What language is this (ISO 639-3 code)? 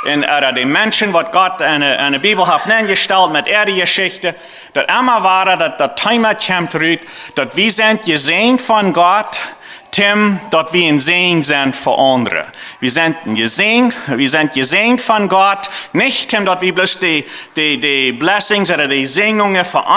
pdt